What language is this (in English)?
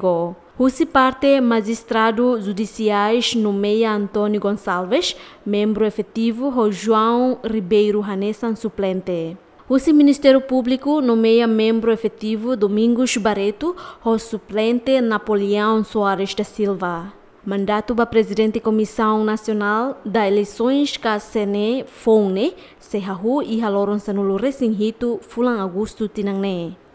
Tetum